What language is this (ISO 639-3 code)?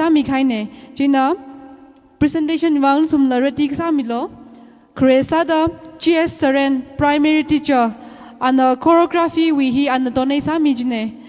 nmf